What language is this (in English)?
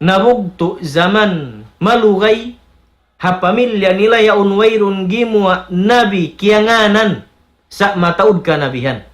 Tausug